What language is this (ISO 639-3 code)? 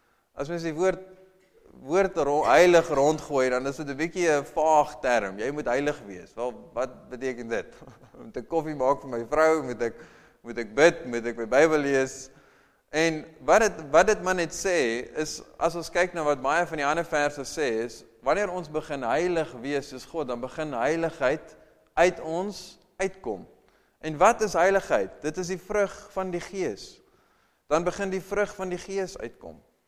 afr